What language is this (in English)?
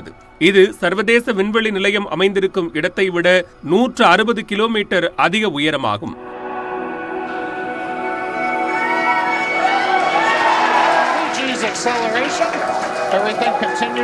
Tamil